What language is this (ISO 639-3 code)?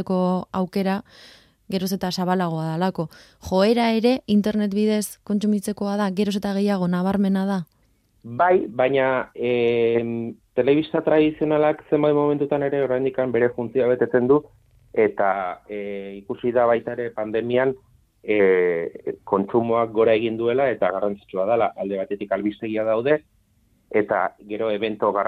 eus